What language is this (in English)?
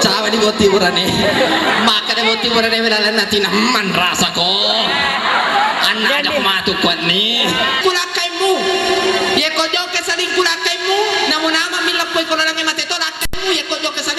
Buginese